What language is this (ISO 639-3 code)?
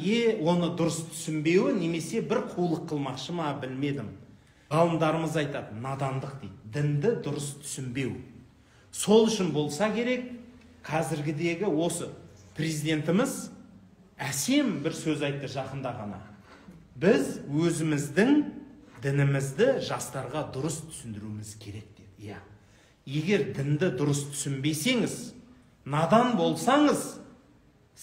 kaz